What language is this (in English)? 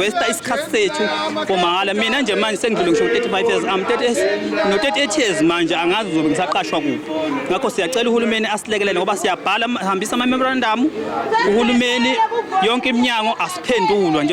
Zulu